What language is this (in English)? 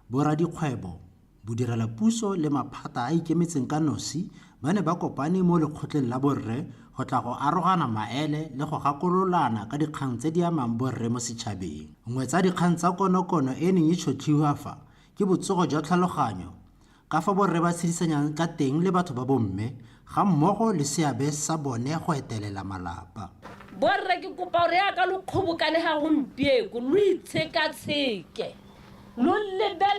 Tswana